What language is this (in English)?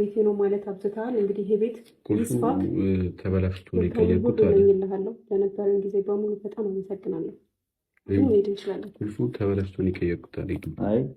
Amharic